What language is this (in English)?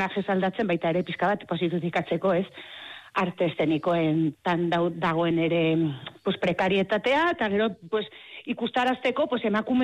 Basque